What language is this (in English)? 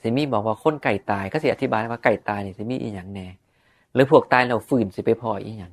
Northeastern Thai